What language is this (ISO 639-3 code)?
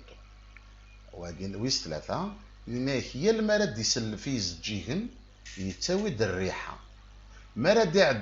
kab